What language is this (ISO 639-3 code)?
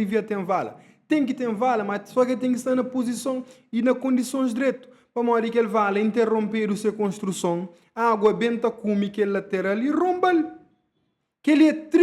kea